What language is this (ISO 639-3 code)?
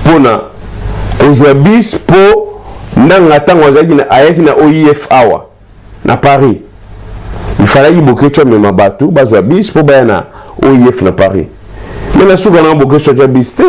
lin